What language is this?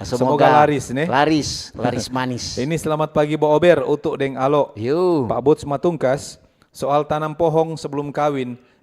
Manado Malay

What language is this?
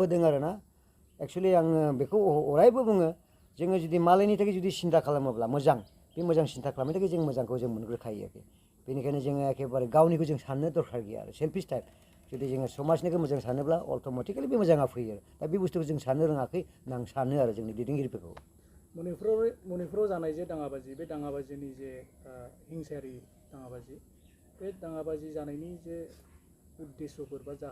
Bodo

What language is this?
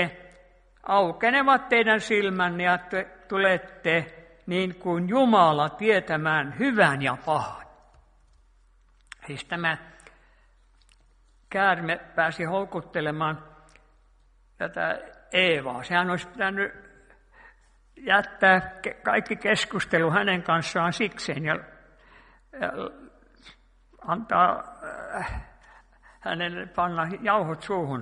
Finnish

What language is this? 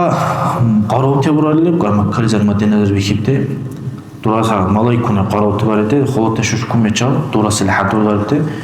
Dargwa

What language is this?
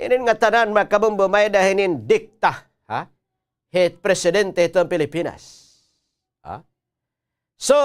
Waray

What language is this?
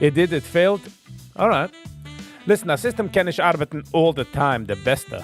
Yiddish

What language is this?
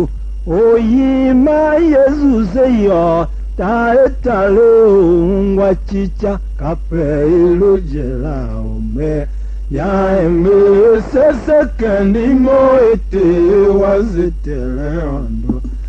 Tiv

